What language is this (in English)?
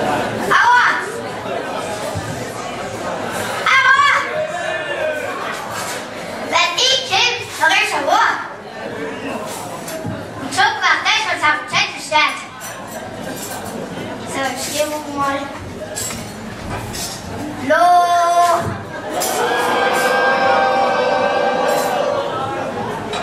German